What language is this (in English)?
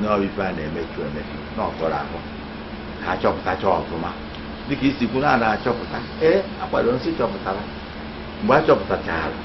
Igbo